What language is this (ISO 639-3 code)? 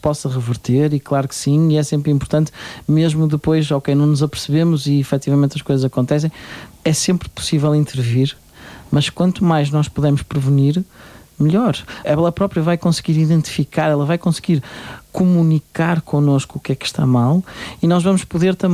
por